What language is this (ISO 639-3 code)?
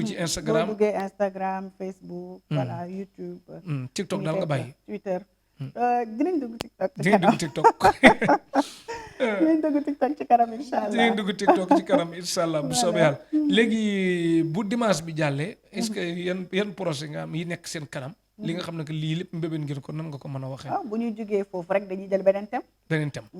wol